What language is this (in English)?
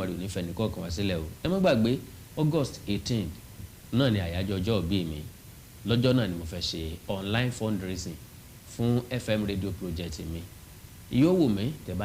Yoruba